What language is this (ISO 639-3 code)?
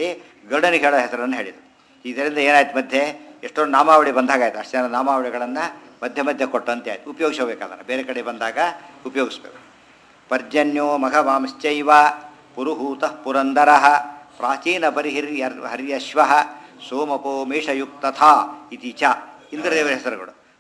kan